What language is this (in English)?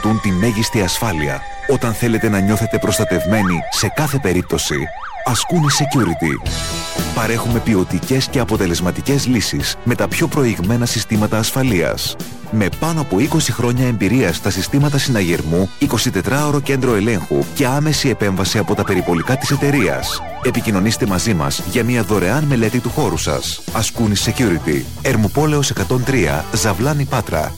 Greek